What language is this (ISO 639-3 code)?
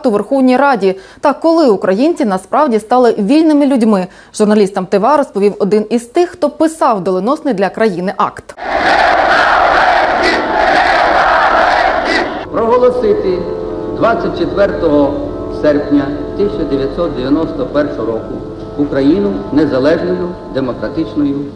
ukr